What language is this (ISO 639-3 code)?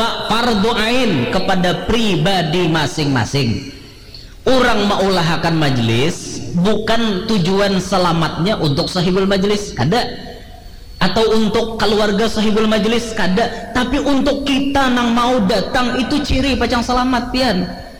bjn